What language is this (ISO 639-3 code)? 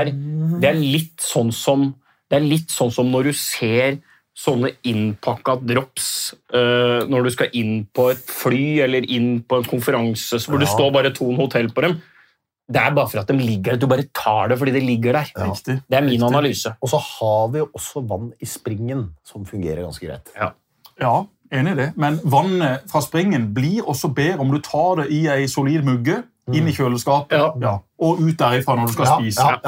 nor